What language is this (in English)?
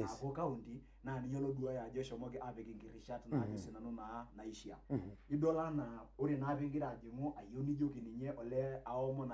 Masai